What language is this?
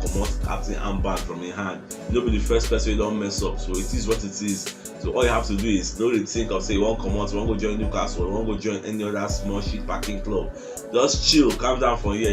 Nigerian Pidgin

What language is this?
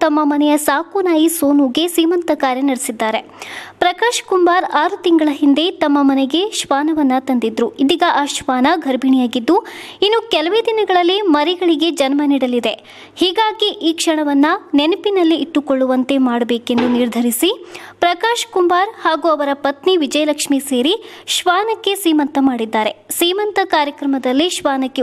Kannada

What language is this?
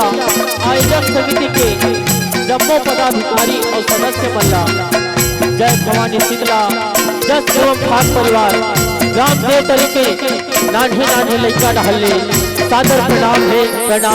Chhattisgarhi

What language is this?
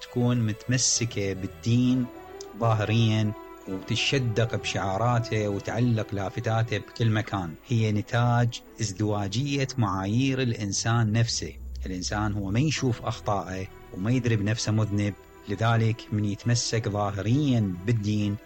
Mesopotamian Arabic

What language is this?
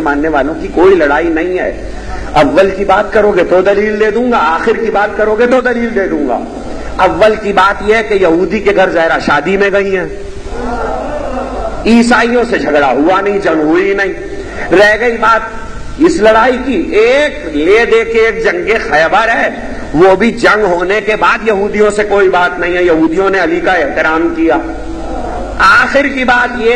Urdu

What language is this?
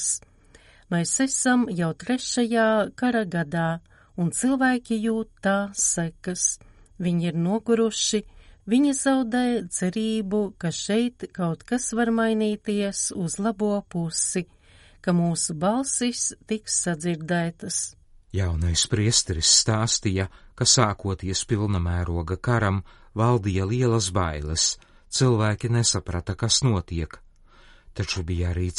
Latvian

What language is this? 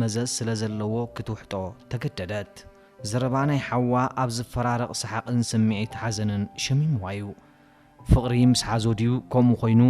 Tigrinya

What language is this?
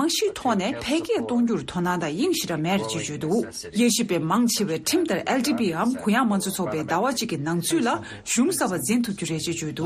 Tibetan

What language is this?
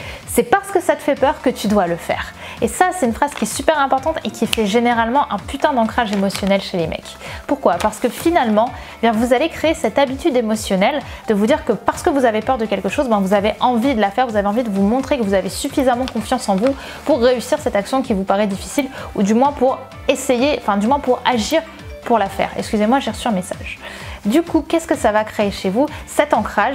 French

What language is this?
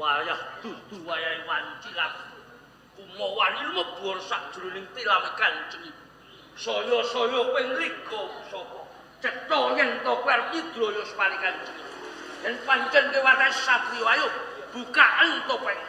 Javanese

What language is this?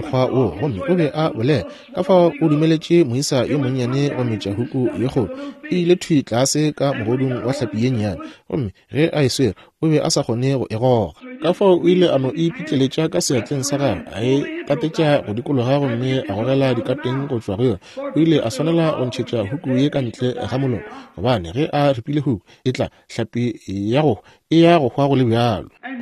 Northern Sotho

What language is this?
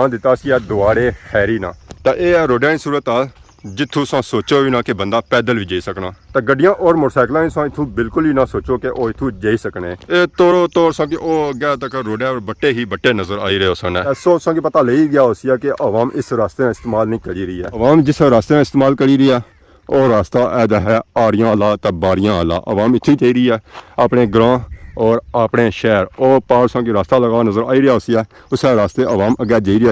Pahari-Potwari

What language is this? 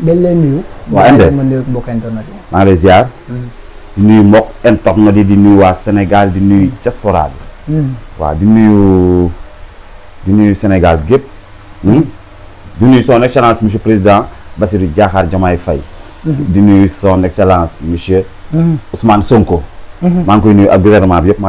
Wolof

